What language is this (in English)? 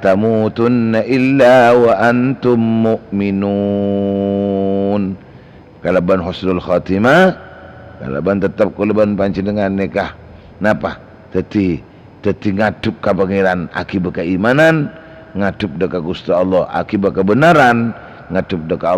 Madurese